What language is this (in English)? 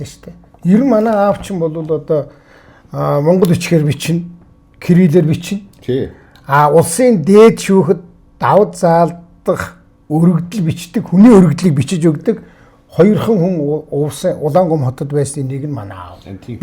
Mongolian